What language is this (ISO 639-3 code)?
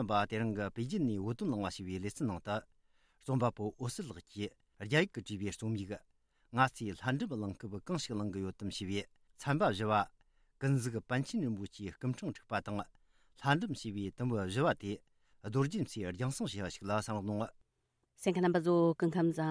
bod